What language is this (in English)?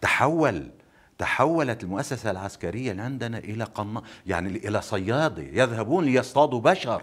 North Levantine Arabic